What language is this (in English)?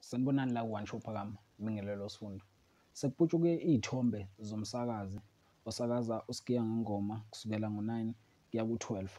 Zulu